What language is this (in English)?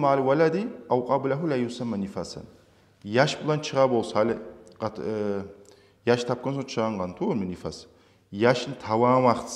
Kumyk